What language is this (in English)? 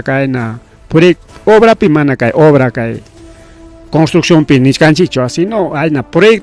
Ayacucho Quechua